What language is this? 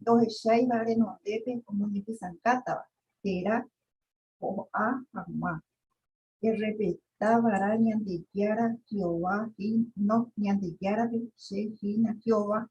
Guarani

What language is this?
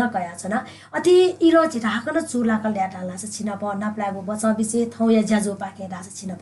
Newari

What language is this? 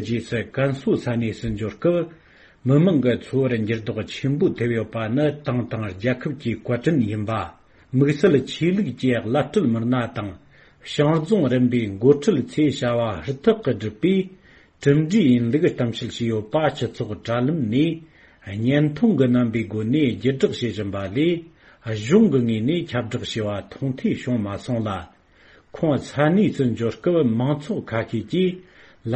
Tibetan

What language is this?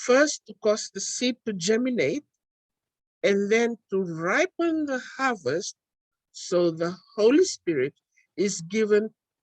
Fijian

